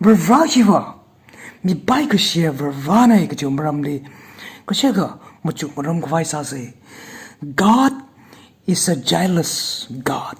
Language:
Tangkhul Naga (India)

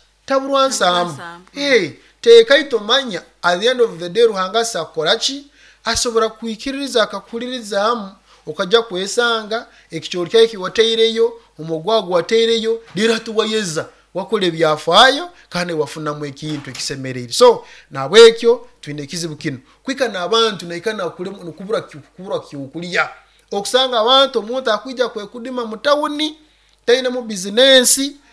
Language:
Nyoro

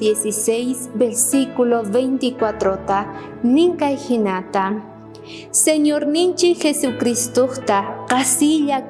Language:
South Bolivian Quechua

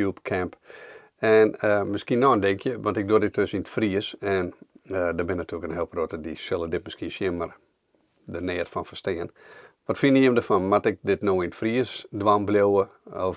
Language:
Western Frisian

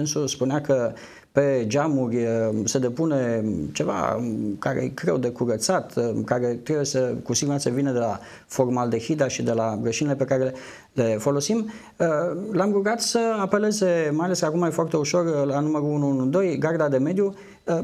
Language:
Romanian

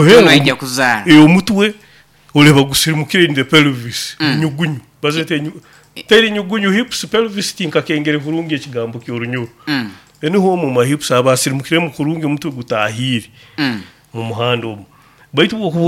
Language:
Nyoro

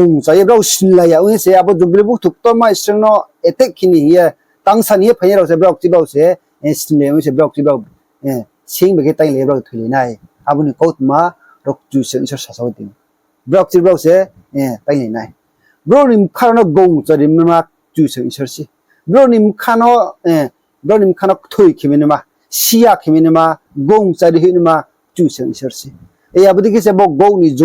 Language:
Riang (India)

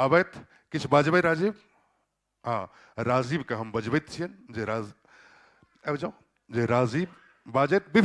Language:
Maithili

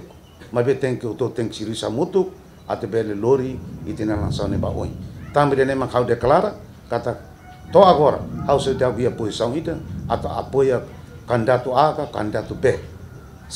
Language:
Tetum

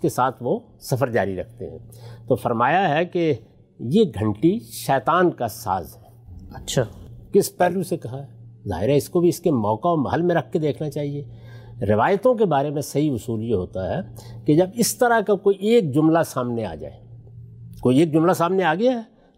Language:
Urdu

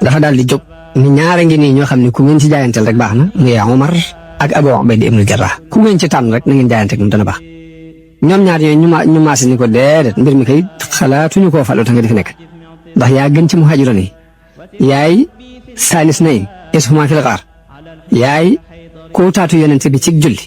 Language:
Wolof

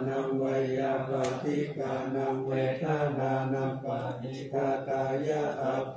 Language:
Pali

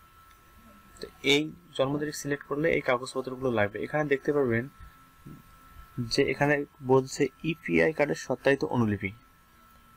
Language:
Bangla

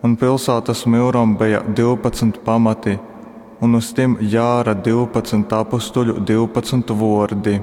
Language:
Latgalian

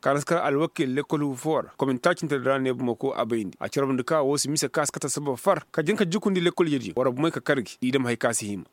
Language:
Koyraboro Senni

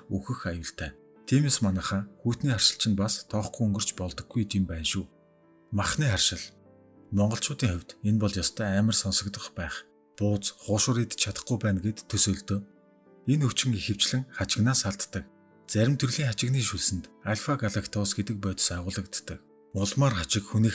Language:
Mongolian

